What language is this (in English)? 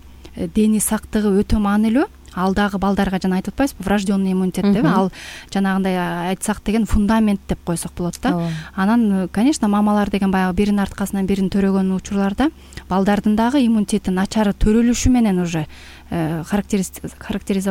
Kyrgyz